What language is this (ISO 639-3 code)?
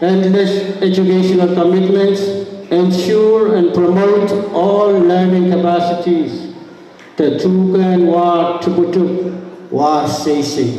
pon